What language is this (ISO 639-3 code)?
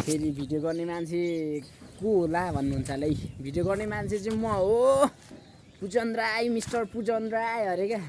nep